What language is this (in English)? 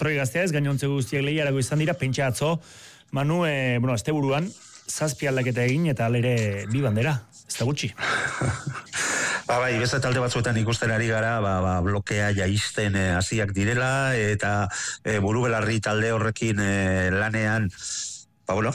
Basque